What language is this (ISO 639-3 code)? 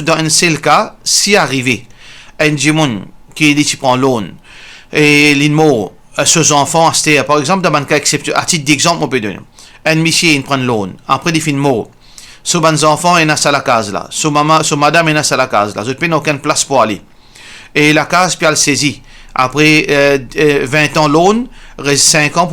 mfe